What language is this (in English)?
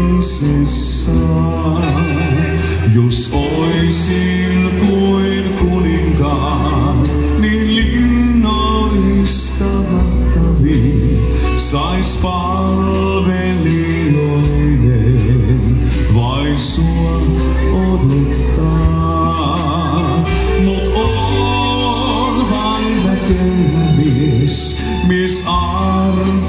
Finnish